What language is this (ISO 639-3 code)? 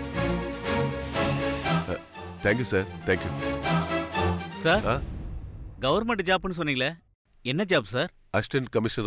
tam